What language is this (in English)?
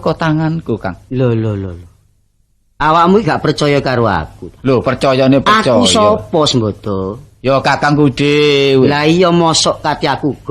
Javanese